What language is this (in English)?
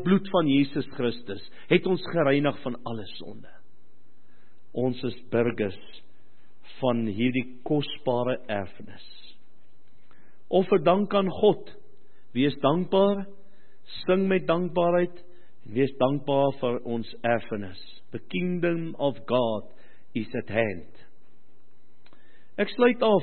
Afrikaans